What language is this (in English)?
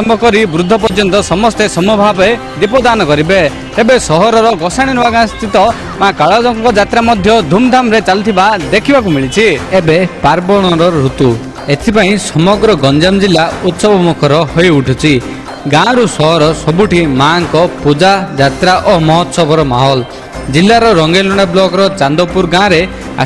Odia